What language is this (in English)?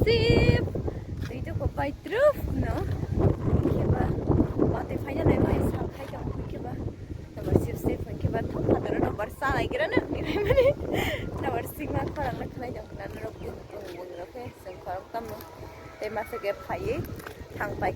Kok Borok